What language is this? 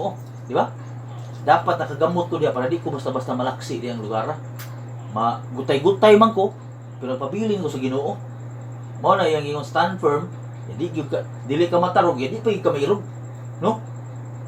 Cebuano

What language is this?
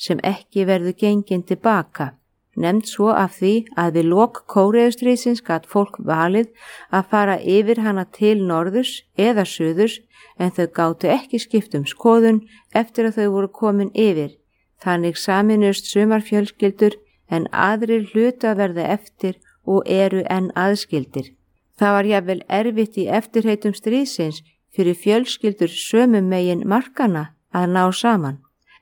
Icelandic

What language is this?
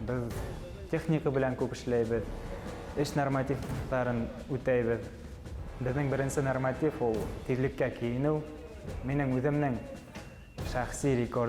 Bashkir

